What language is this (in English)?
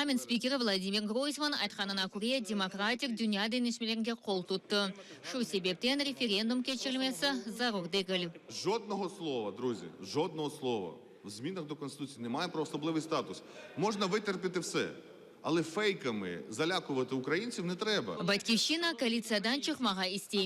Crimean Tatar